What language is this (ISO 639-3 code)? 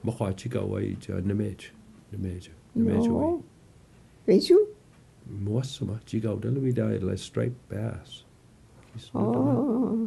mic